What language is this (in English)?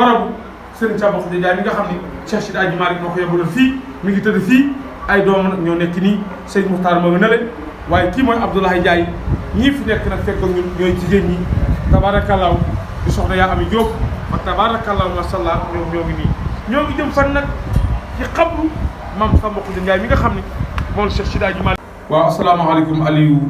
Wolof